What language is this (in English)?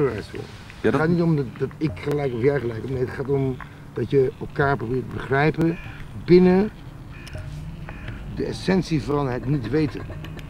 Dutch